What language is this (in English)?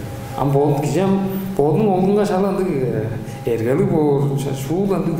Tuvinian